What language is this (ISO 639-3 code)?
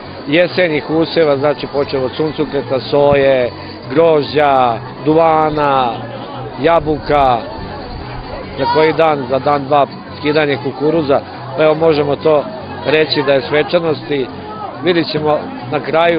srp